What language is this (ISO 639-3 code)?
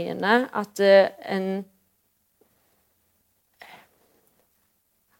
nor